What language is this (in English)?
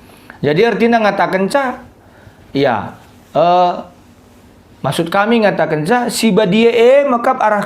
Batak Karo